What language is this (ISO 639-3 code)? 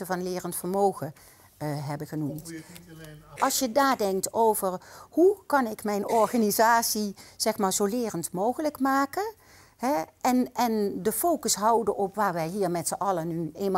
nld